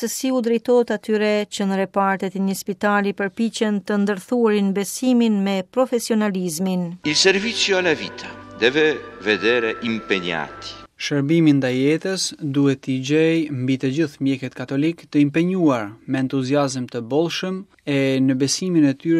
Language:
Albanian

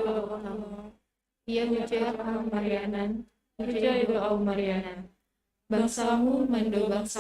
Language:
Batak Simalungun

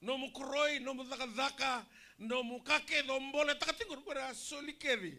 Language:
Fijian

